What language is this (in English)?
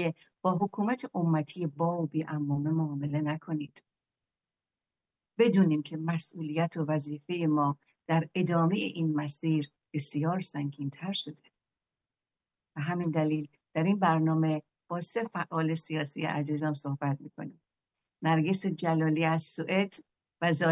Persian